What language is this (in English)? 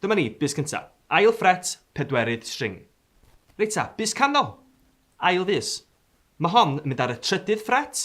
Welsh